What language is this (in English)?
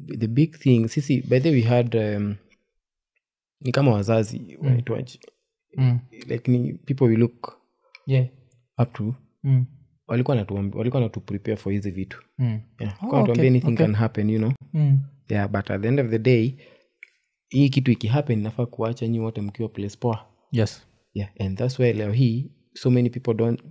Swahili